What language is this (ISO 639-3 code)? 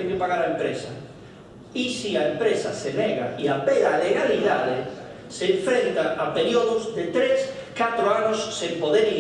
glg